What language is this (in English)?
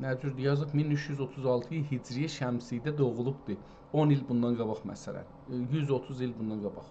South Azerbaijani